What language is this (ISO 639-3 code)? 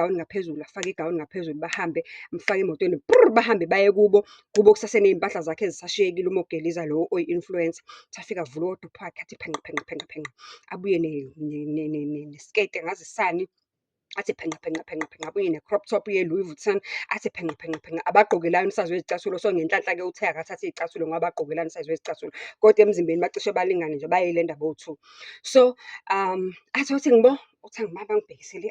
zul